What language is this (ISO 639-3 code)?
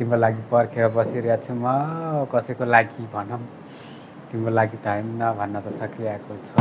nep